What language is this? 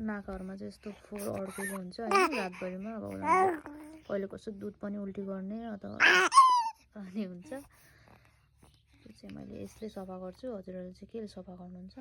Nepali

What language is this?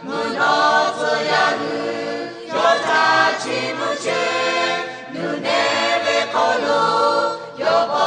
Lahu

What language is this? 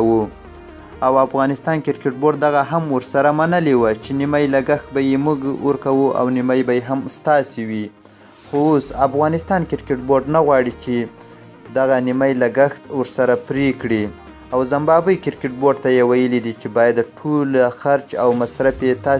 Pashto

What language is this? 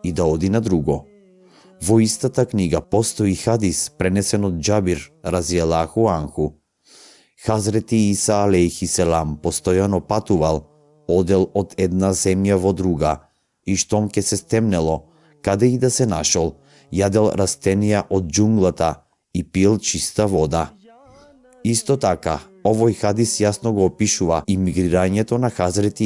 Macedonian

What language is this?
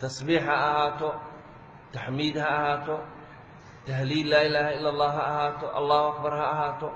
Somali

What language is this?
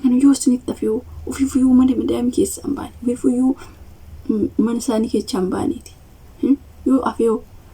Oromo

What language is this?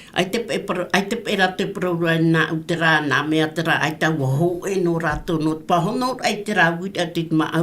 Tahitian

